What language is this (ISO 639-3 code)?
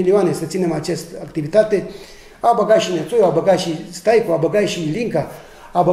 ron